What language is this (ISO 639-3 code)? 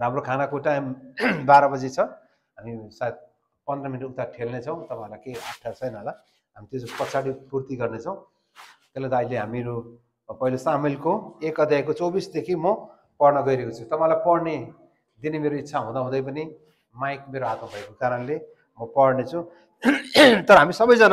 nep